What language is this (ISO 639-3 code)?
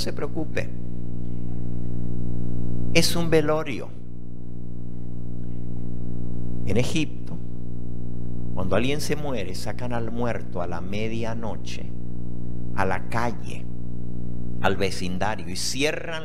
spa